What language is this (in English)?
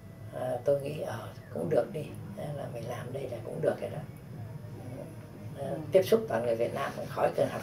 Vietnamese